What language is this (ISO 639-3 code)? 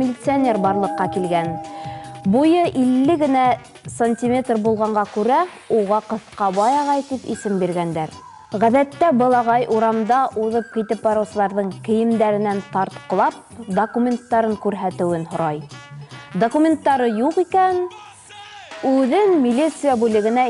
bak